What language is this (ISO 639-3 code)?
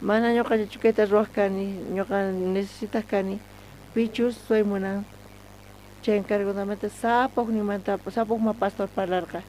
quh